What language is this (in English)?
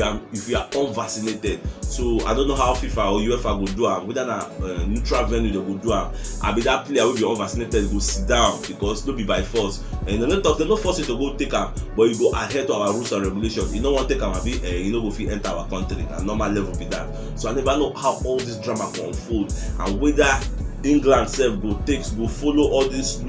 Nigerian Pidgin